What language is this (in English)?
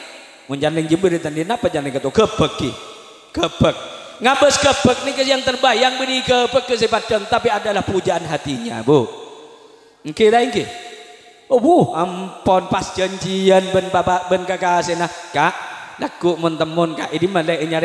Madurese